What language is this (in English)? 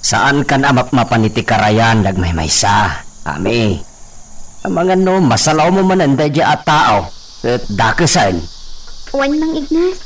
Iloko